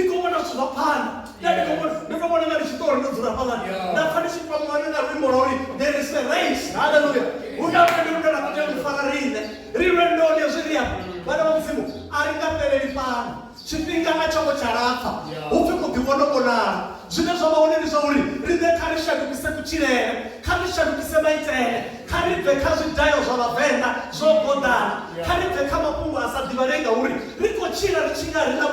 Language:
Venda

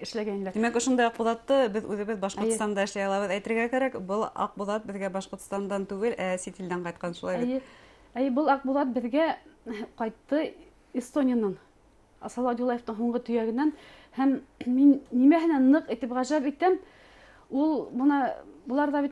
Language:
Bashkir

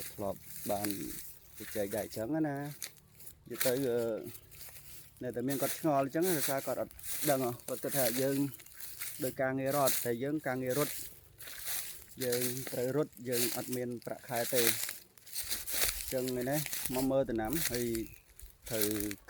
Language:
Khmer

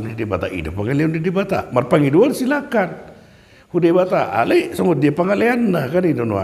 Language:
Batak Toba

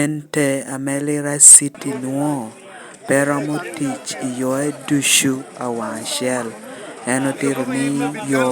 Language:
Lango (Uganda)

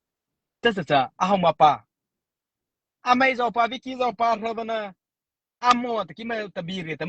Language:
Mara Chin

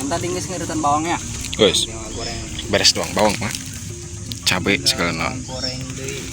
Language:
Sundanese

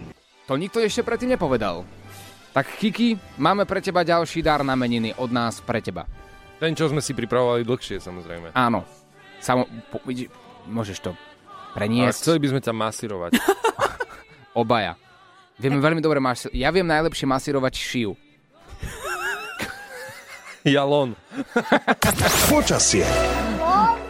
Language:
Slovak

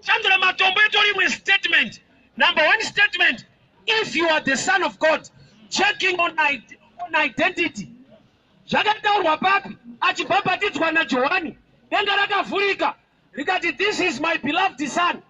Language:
Shona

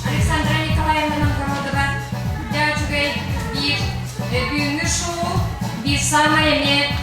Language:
Yakut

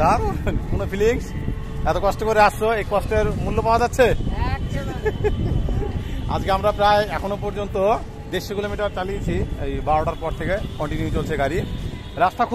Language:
Bangla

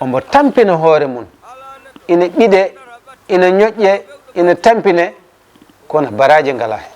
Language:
Fula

